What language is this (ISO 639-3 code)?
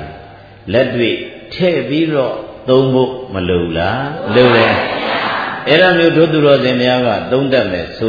mya